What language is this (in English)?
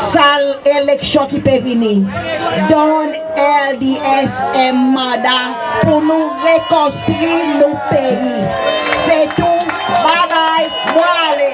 Seselwa Creole French